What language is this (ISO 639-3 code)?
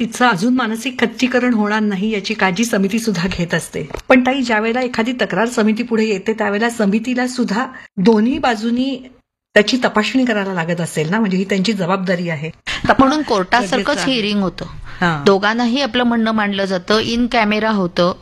mar